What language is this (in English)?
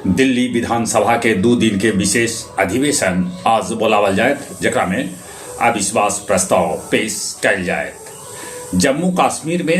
Magahi